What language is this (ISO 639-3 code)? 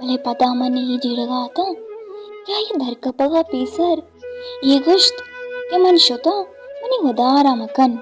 bal